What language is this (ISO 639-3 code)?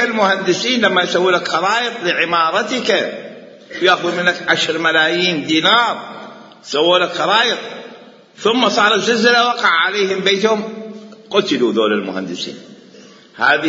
acm